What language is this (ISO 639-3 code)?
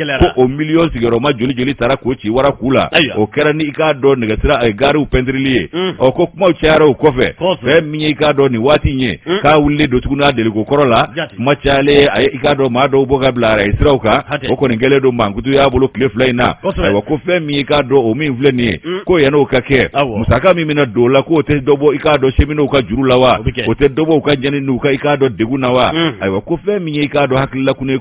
bam